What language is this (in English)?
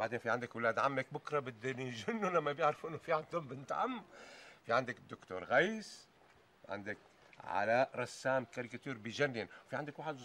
North Levantine Arabic